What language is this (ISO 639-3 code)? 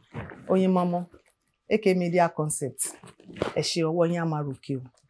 yor